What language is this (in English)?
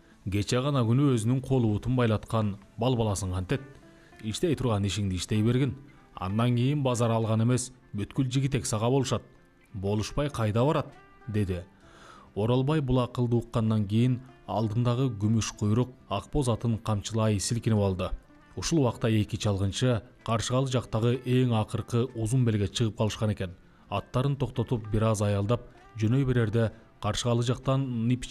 Kyrgyz